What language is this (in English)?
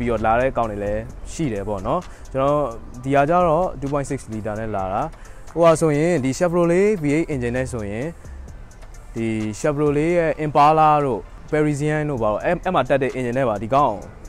Burmese